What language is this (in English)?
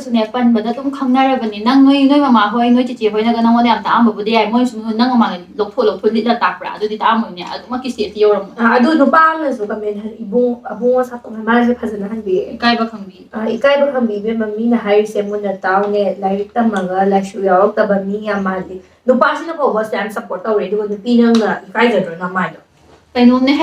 Manipuri